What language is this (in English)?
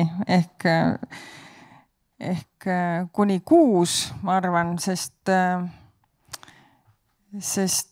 Estonian